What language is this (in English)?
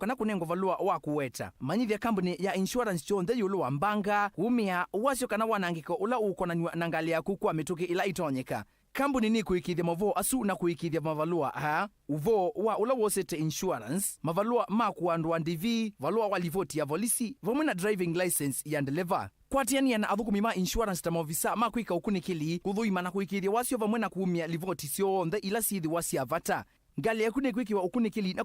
Kamba